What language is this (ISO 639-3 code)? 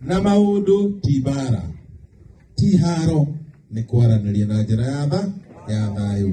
kik